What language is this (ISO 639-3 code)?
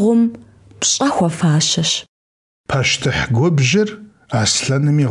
kbd